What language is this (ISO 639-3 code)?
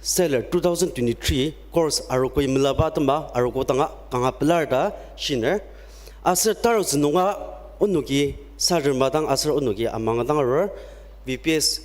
njo